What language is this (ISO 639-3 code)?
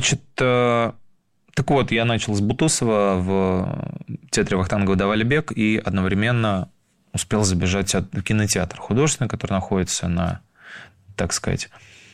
rus